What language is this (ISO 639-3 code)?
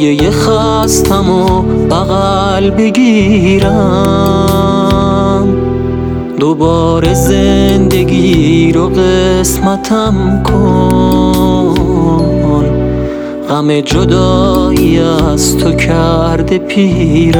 fas